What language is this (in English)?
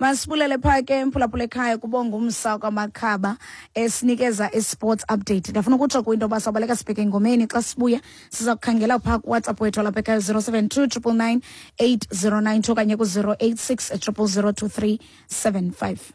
Xhosa